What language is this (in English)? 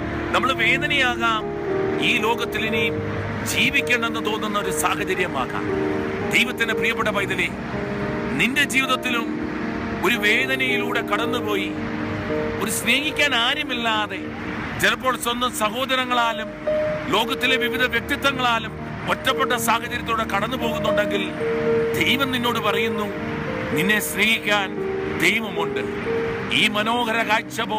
Malayalam